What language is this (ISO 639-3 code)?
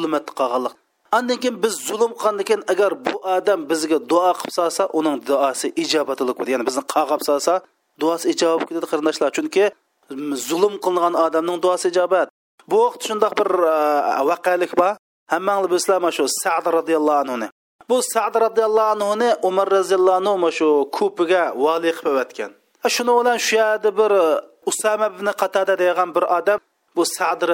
uig